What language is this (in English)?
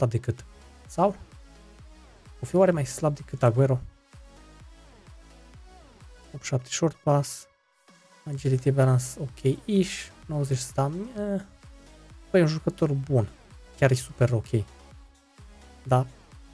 Romanian